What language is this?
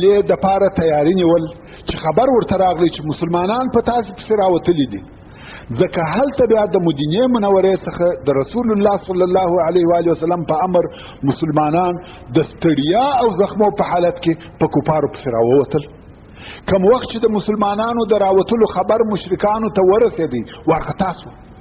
Pashto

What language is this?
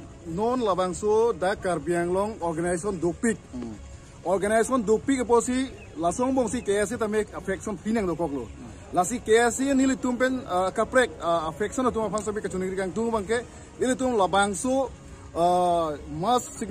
Karbi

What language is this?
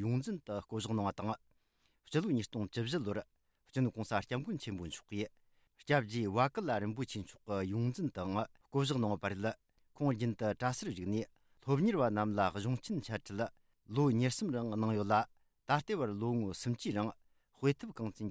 Tibetan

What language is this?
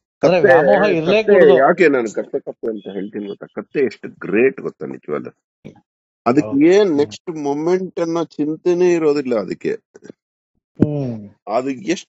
Kannada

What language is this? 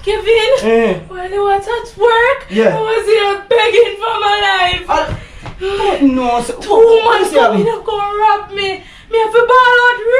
Jamaican Creole English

